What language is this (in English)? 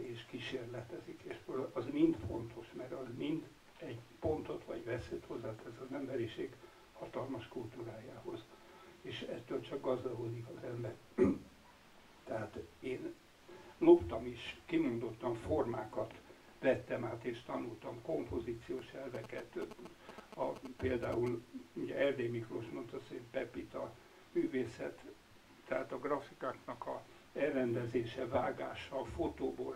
Hungarian